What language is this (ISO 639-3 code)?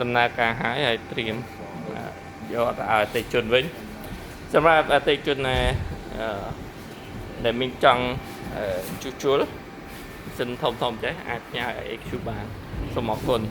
khm